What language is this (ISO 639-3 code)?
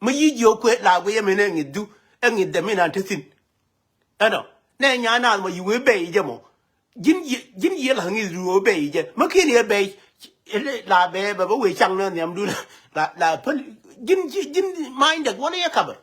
nus